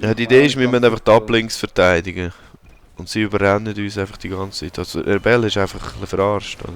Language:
Swiss German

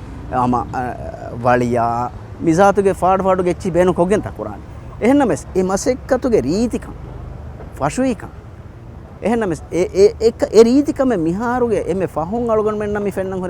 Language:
Divehi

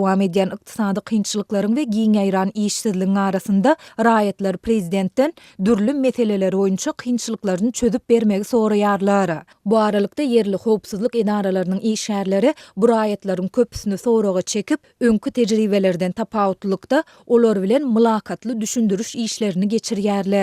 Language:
Turkmen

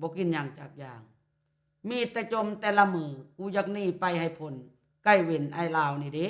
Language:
Lao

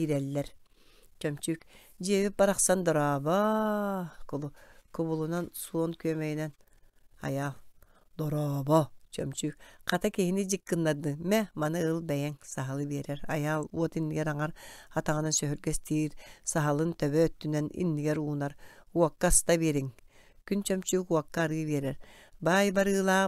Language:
Yakut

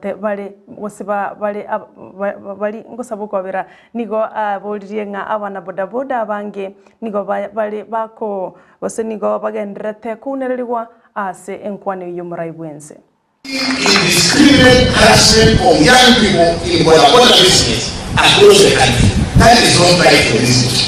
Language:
Gusii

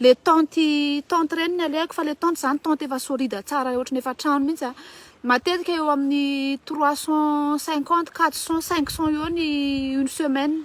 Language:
Malagasy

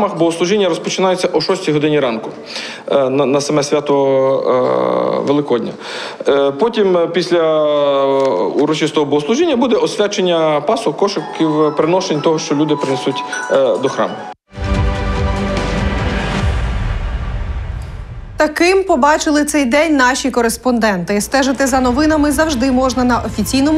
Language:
Ukrainian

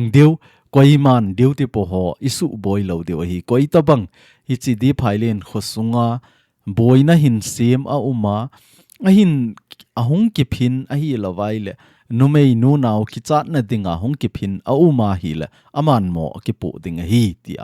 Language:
Thado Chin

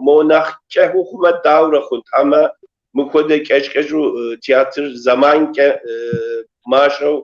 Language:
Kabardian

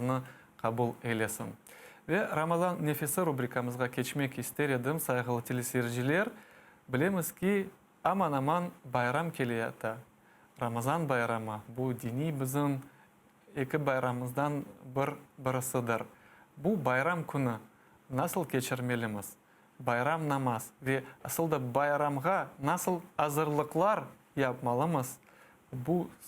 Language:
Crimean Tatar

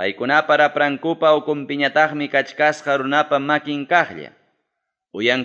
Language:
Ayacucho Quechua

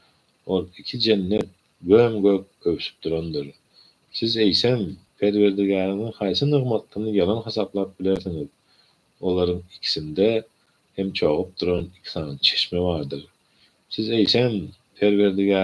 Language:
Turkmen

